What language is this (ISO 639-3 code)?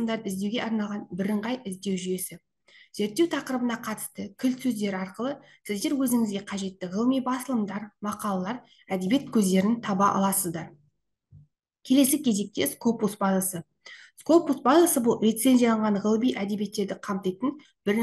kaz